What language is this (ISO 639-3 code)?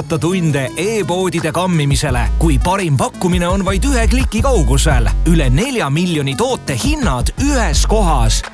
est